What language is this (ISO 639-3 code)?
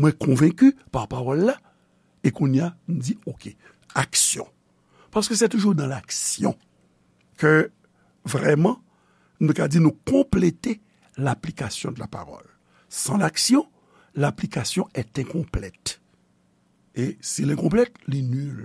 hat